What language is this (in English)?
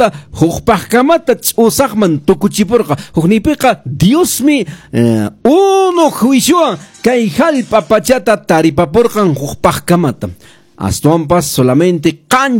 Quechua